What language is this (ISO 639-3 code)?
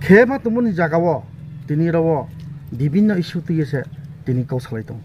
ria